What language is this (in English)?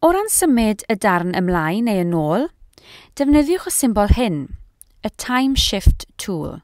Welsh